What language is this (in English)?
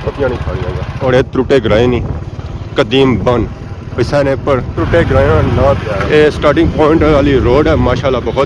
Pahari-Potwari